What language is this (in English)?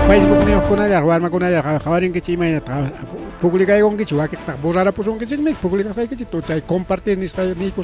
Ayacucho Quechua